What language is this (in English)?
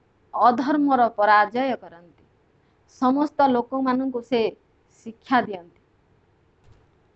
Odia